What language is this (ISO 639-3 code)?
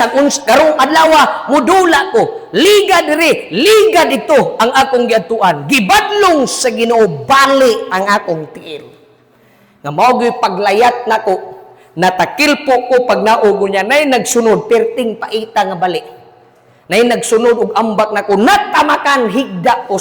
ceb